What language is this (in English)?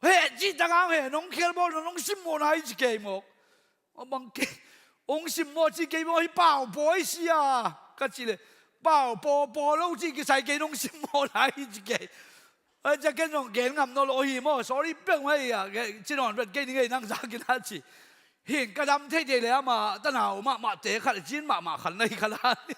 Tedim Chin